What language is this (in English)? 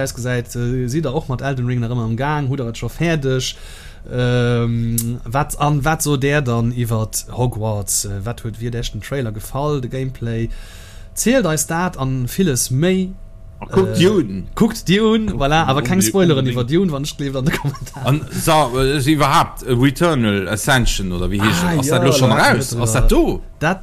Luxembourgish